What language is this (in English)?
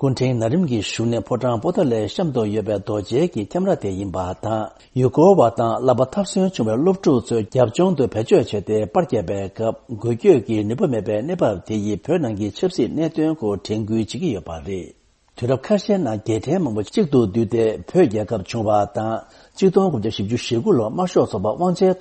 Tibetan